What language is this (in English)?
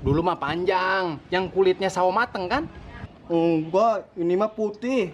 Betawi